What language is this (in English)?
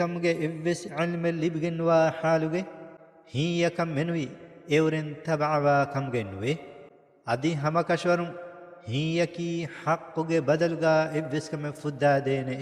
Divehi